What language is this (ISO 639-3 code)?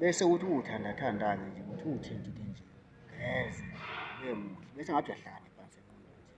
zul